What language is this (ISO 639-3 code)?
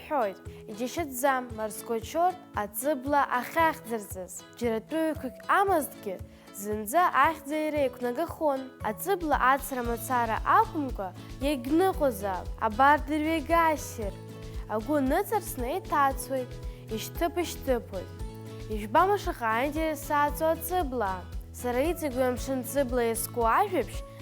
abk